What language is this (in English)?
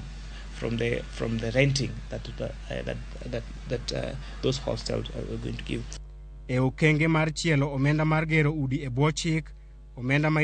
Luo (Kenya and Tanzania)